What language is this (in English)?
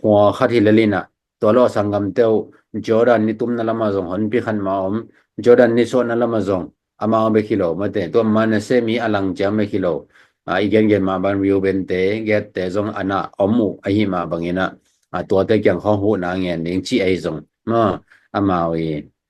Tedim Chin